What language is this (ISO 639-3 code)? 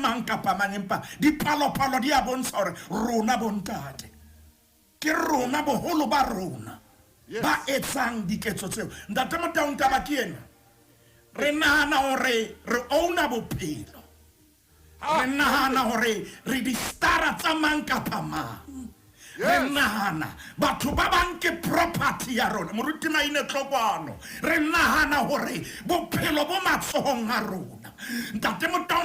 sot